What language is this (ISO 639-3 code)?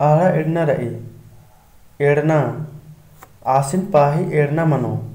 kru